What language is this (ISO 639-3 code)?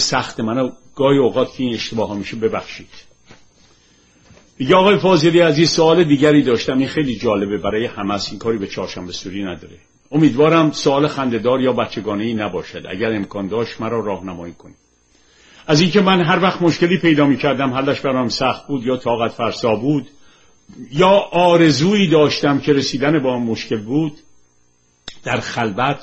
fas